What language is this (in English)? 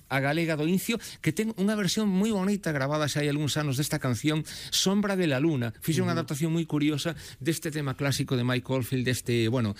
Galician